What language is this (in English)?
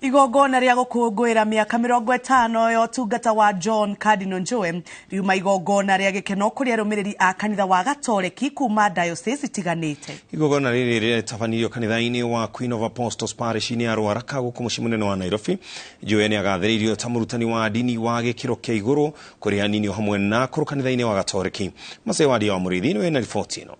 Kikuyu